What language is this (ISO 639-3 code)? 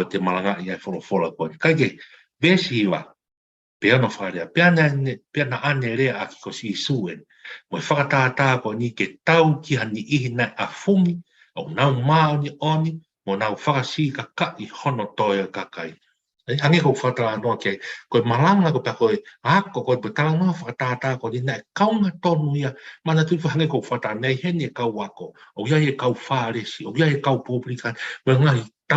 ton